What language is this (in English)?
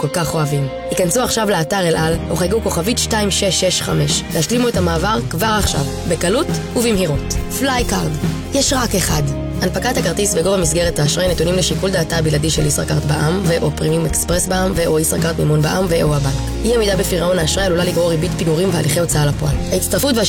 Hebrew